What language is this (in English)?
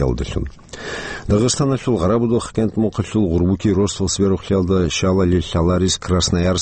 Avaric